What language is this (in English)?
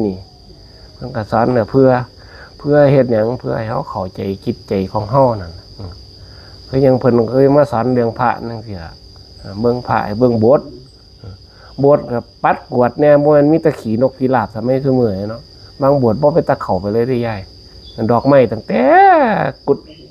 Northeastern Thai